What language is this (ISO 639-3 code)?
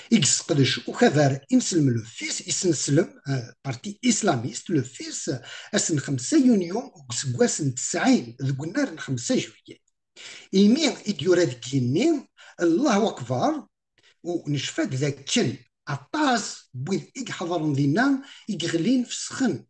kab